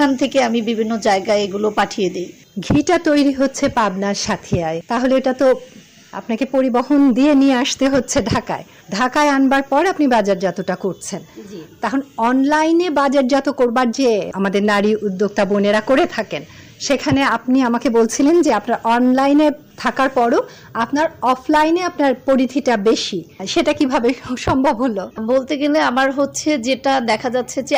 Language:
Bangla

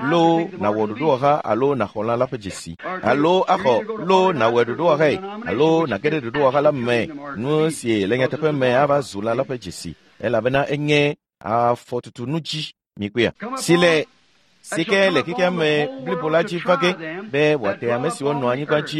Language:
Ewe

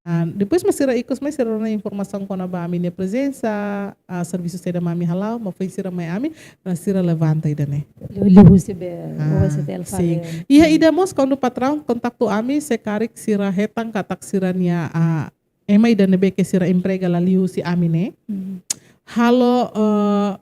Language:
Tetum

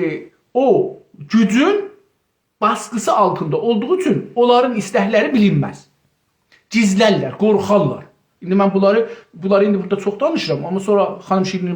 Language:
South Azerbaijani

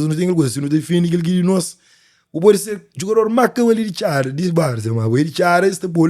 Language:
Kabuverdianu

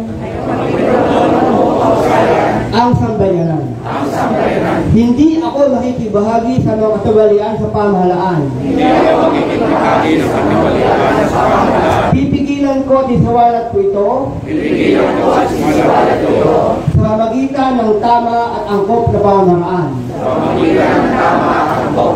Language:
Filipino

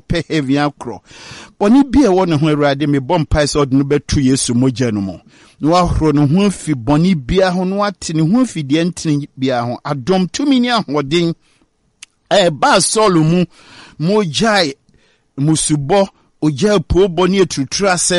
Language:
Akan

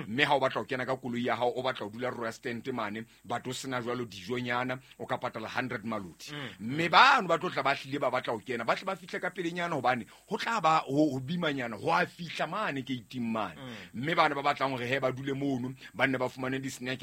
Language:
Southern Sotho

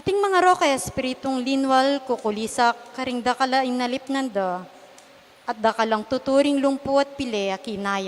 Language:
Pampanga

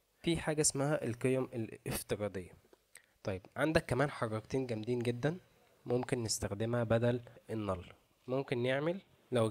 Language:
Egyptian Arabic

